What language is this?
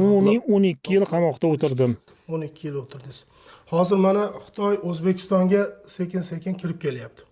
Uyghur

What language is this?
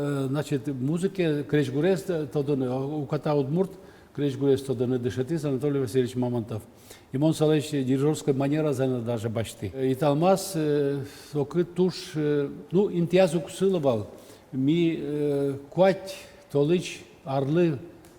Udmurt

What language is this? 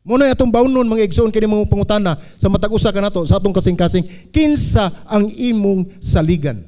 Cebuano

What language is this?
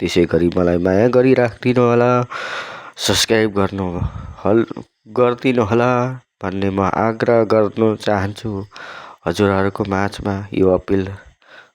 Nepali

